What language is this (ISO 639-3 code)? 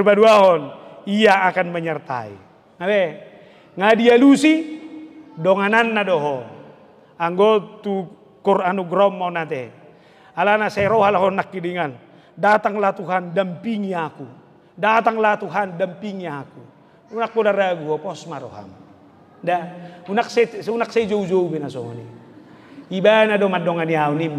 bbc